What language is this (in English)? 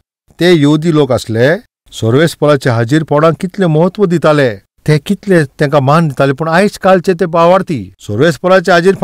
Konkani